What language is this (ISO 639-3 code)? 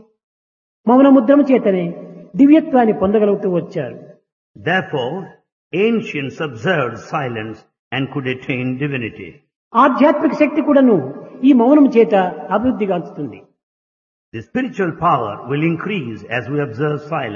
tel